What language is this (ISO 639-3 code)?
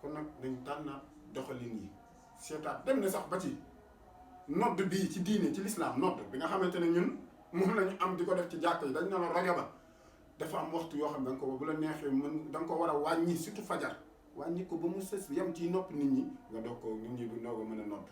wol